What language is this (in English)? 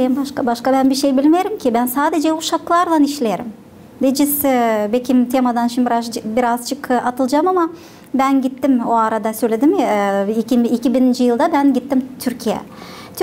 Gagauz